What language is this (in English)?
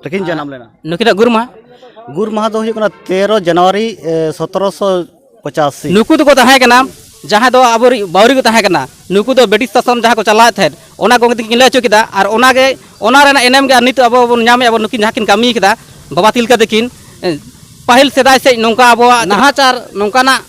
Santali